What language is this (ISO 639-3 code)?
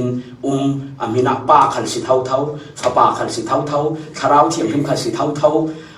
cfm